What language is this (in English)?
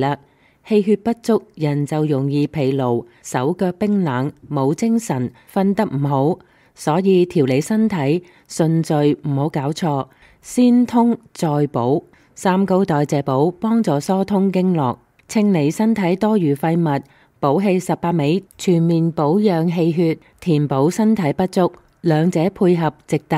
Cantonese